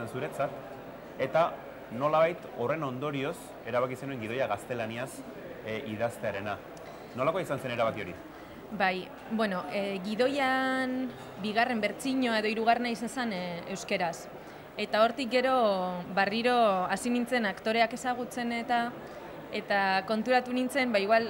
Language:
Basque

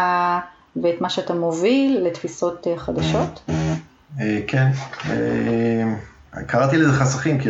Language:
Hebrew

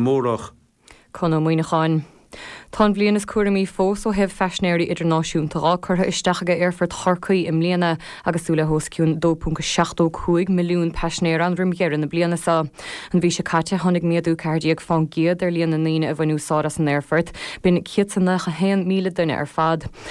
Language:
Irish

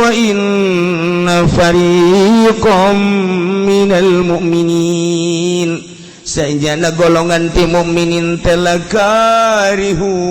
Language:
Sundanese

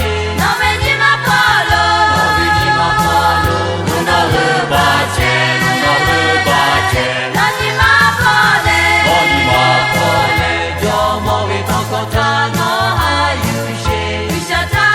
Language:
Lahu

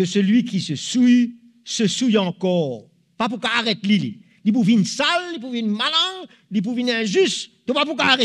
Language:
Morisyen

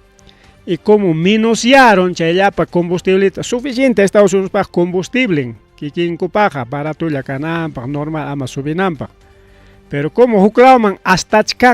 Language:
Ayacucho Quechua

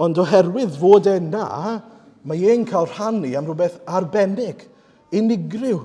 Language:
Welsh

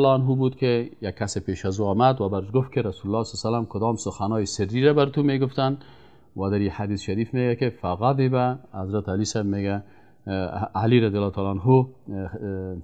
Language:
Persian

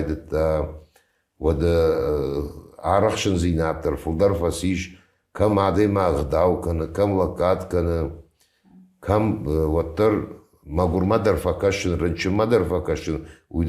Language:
Ossetic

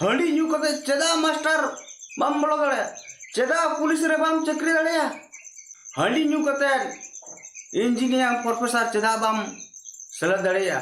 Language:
Santali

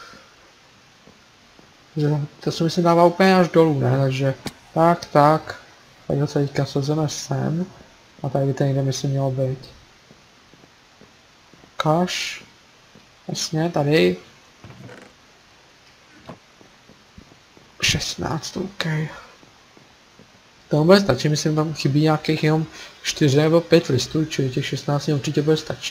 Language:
Czech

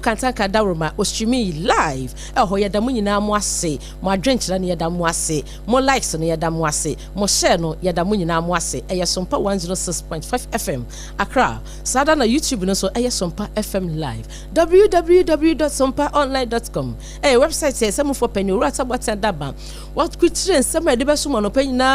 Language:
Akan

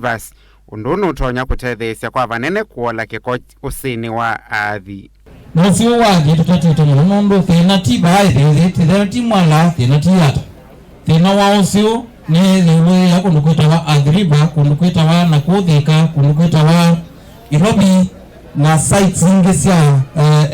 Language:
Kamba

